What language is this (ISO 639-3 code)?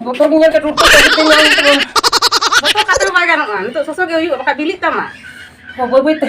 sat